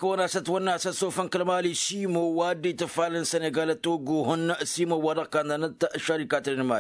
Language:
Tamasheq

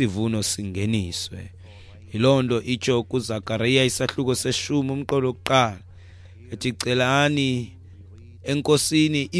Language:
Xhosa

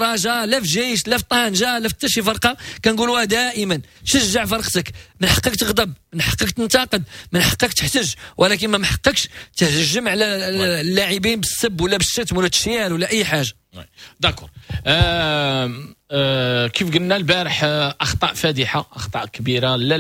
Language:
Moroccan Arabic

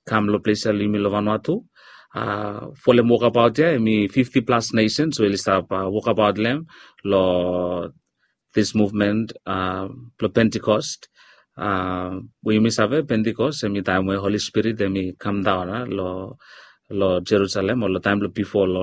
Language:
Bislama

